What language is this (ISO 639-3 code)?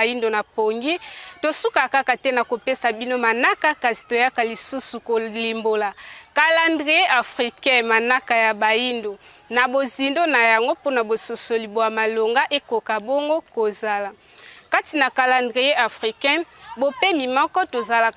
lin